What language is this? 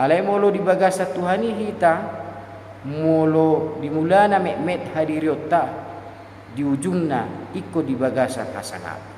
Batak Toba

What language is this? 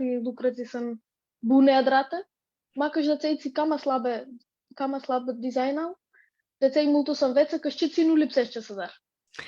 Aromanian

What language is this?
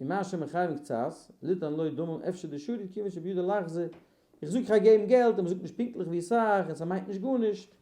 Yiddish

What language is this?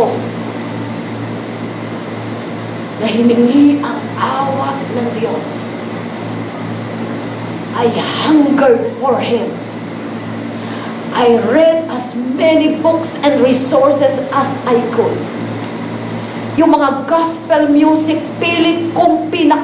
Filipino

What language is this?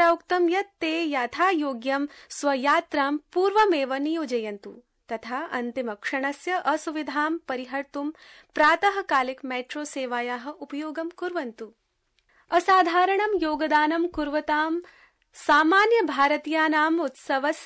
Sanskrit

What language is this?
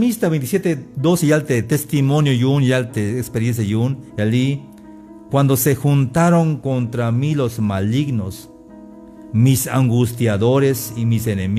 Tzeltal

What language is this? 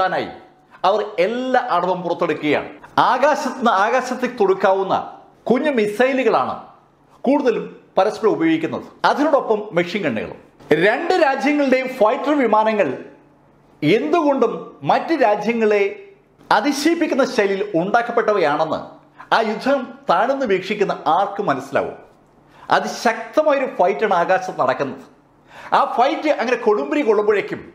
Malayalam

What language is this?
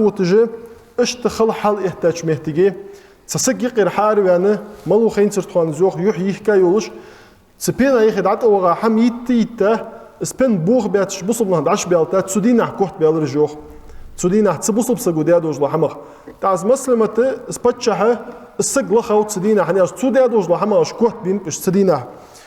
Ingush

